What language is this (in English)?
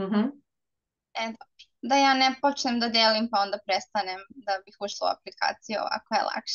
Serbian